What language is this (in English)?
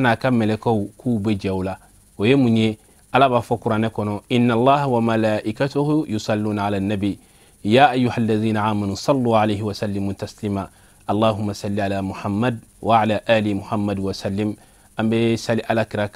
Bambara